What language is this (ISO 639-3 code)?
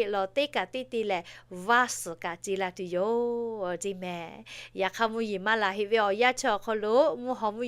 lhu